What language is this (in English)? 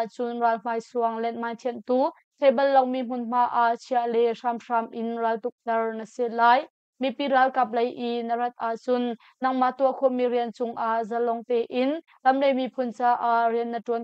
Hakha Chin